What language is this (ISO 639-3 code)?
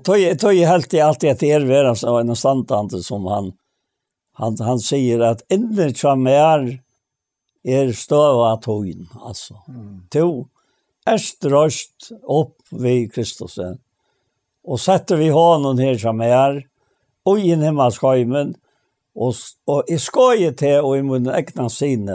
fao